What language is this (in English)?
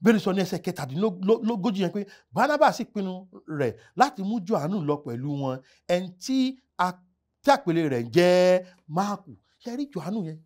Yoruba